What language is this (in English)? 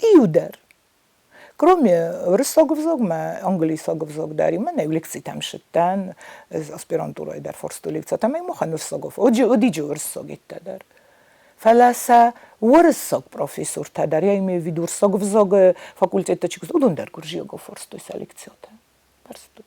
Ossetic